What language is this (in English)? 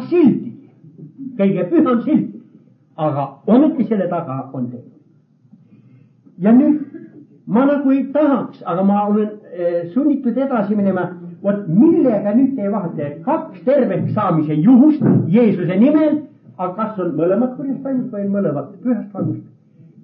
Estonian